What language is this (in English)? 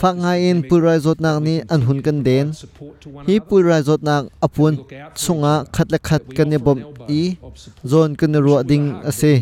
Hakha Chin